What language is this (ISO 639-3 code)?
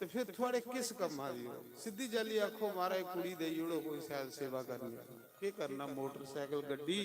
doi